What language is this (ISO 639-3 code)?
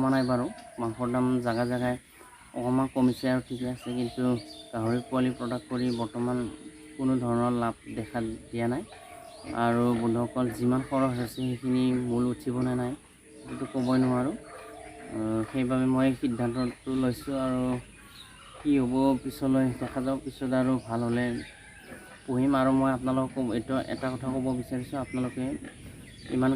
asm